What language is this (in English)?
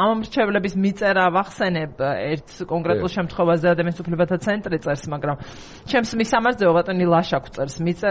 Georgian